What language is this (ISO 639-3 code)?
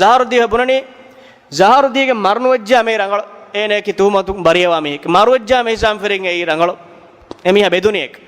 div